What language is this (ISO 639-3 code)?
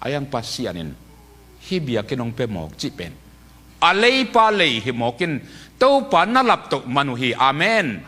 ctd